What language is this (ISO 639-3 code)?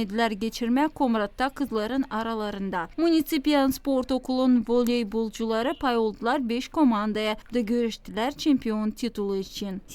gag